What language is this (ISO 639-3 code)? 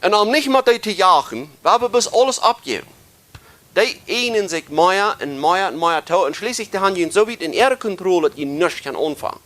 pdt